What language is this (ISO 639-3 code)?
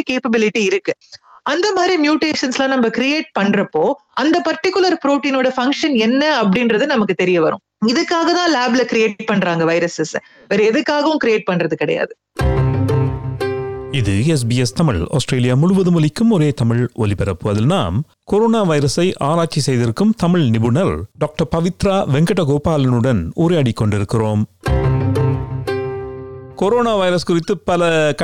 tam